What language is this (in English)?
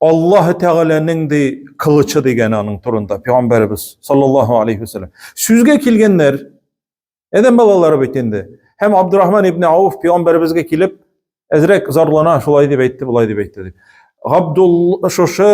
Tatar